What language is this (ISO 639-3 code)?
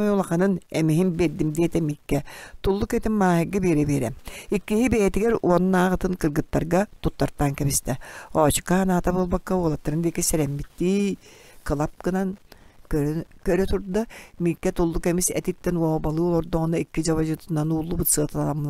sah